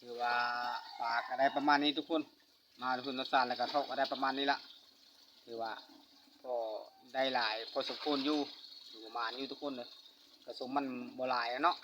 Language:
Lao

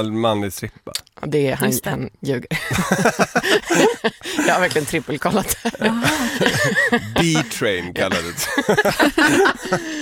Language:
Swedish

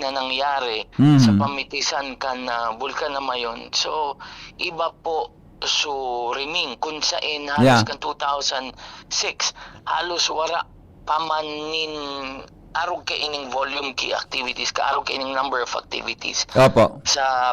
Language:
Bikol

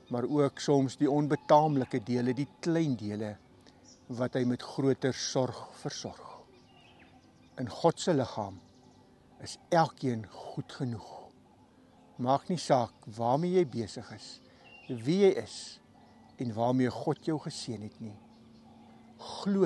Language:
Afrikaans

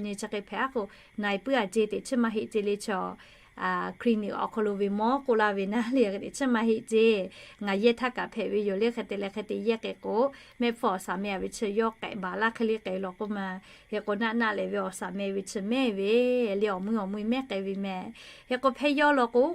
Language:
Lahu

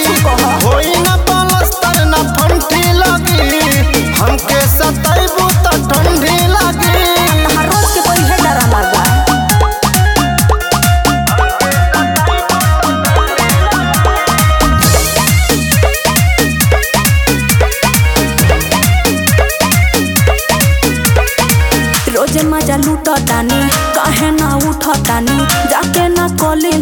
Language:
Bhojpuri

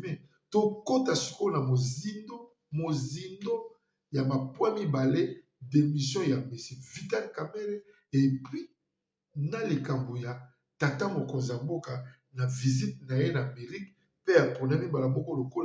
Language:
Lingala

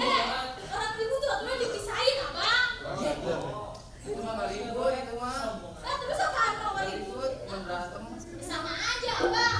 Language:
Betawi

